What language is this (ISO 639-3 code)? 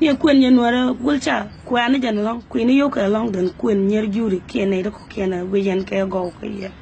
nus